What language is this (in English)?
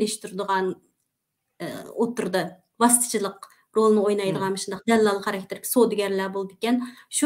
Uyghur